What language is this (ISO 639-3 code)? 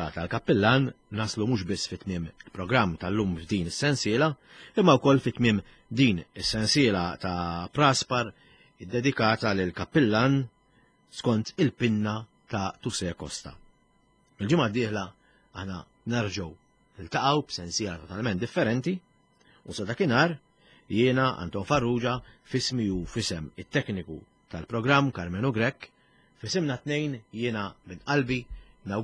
mlt